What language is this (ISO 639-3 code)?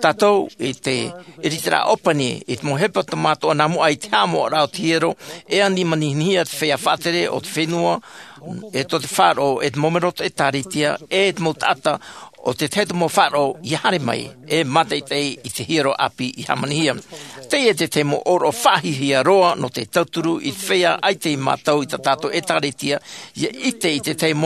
tah